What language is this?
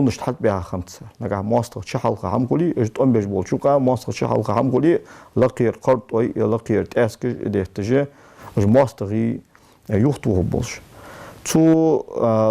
Ingush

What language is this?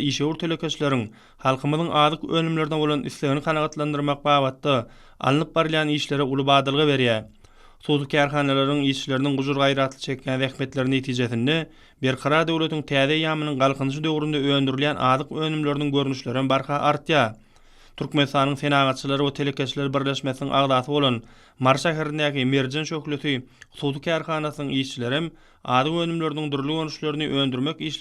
Turkmen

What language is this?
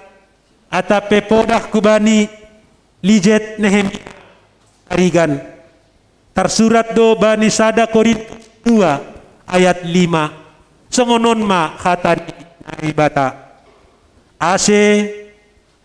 Batak Simalungun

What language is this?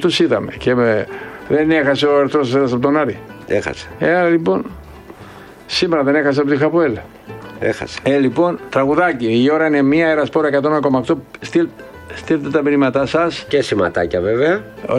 Greek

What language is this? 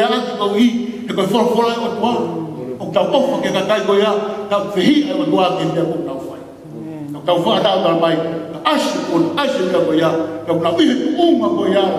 Tongan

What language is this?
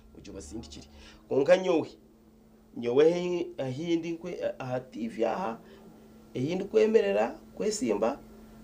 Nyankole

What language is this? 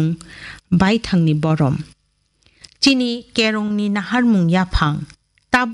Kok Borok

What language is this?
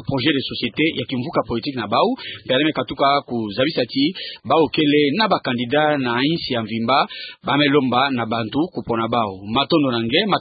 Kituba (Democratic Republic of Congo)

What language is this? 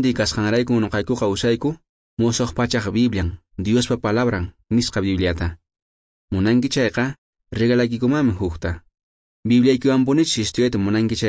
Quechua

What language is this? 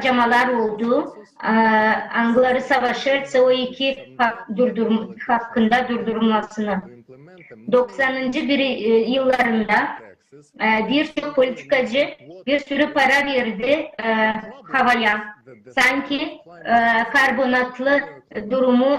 Gagauz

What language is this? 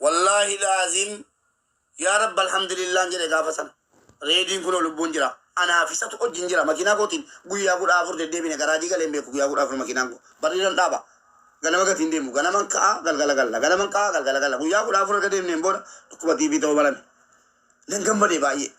Oromo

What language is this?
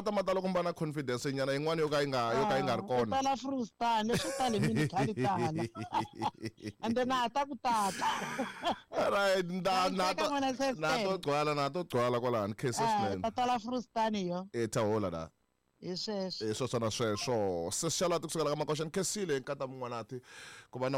Tsonga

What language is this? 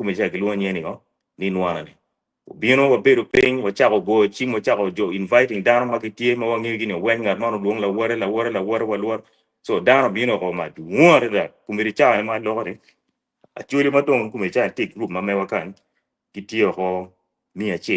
Acoli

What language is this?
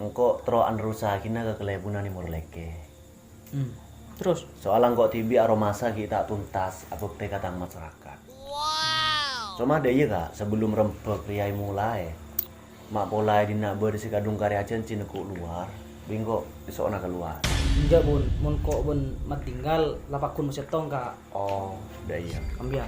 Madurese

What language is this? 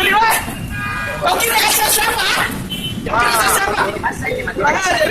Makassar Malay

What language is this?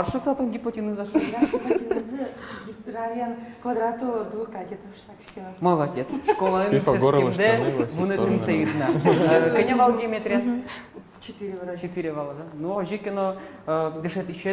Udmurt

